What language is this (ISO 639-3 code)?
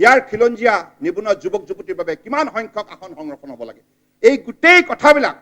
asm